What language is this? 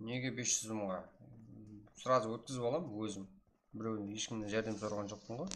Kara-Kalpak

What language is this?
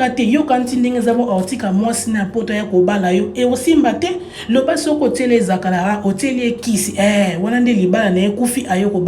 Lingala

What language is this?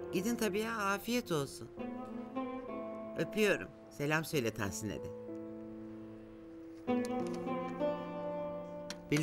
Turkish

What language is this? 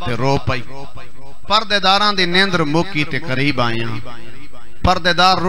Saraiki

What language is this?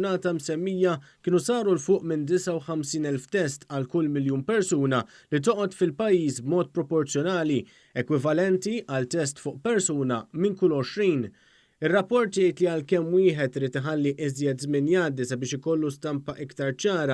Maltese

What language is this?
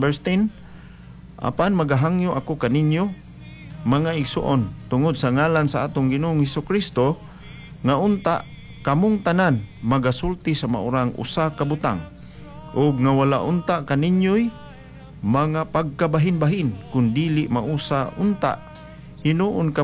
Cebuano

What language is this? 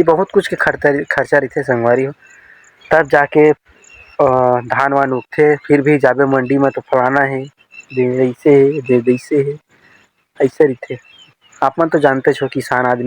Chhattisgarhi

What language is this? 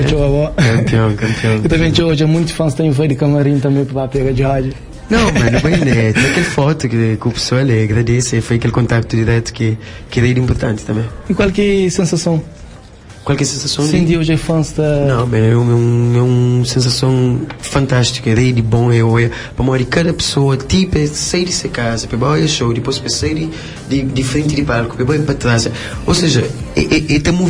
Kabuverdianu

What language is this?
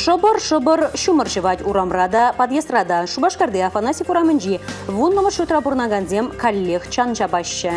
Chuvash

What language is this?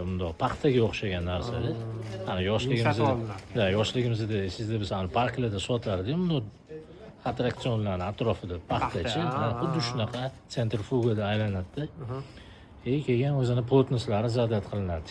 Uzbek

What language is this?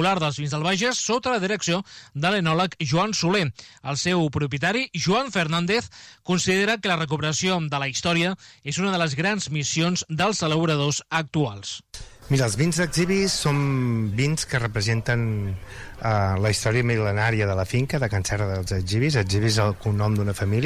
Catalan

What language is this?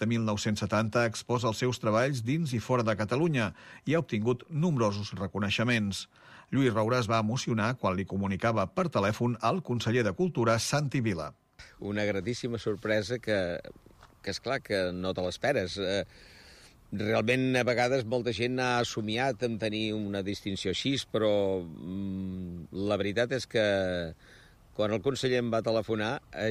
Catalan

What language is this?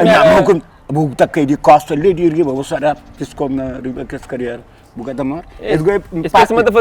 Kabuverdianu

